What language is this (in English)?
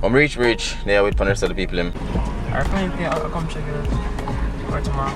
Jamaican Creole English